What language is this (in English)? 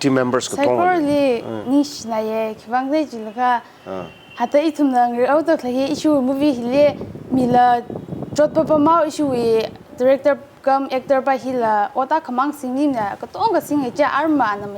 Tangkhul Naga (India)